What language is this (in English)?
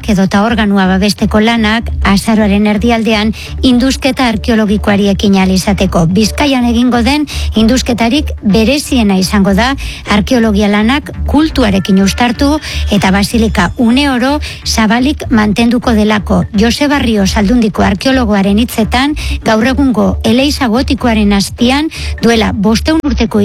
Basque